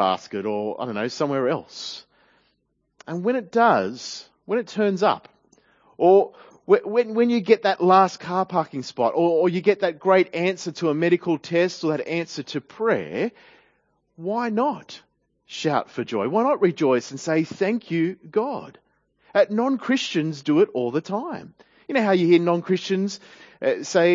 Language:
English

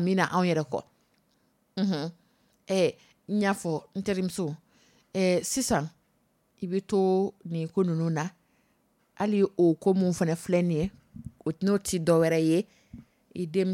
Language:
Dyula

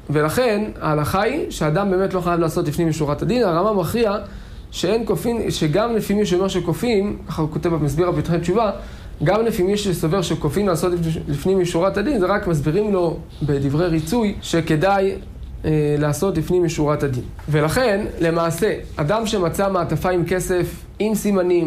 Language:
Hebrew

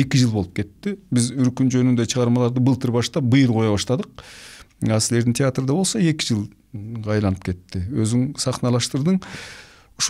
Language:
Kyrgyz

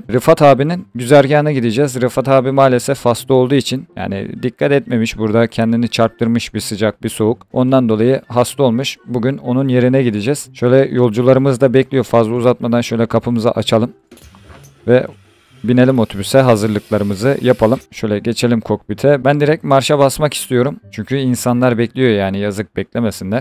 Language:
Turkish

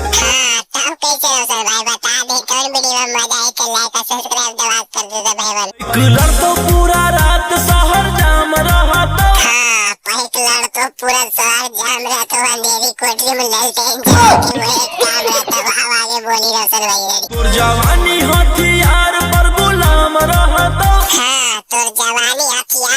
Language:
Magahi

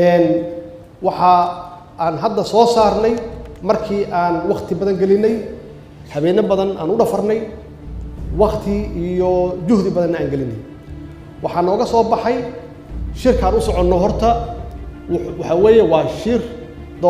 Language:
Somali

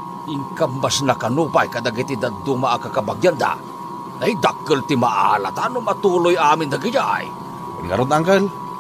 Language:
Iloko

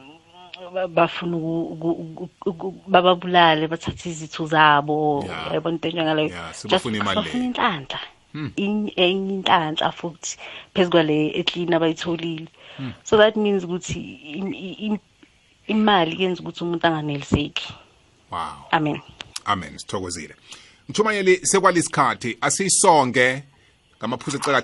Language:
South Ndebele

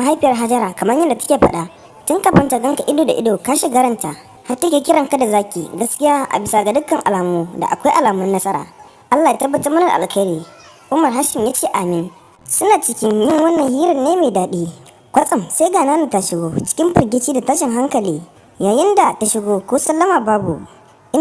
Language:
Hausa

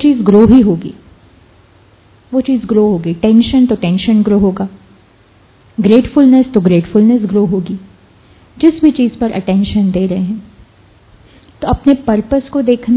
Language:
Hindi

